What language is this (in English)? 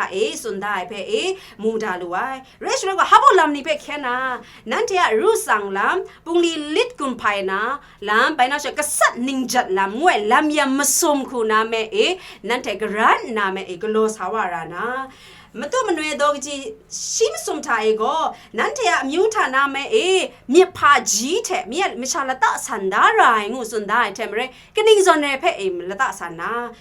Kachin